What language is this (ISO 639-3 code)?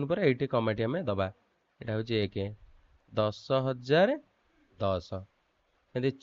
ori